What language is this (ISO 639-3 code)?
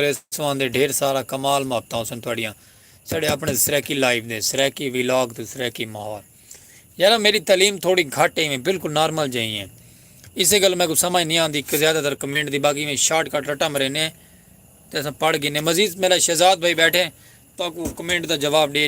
skr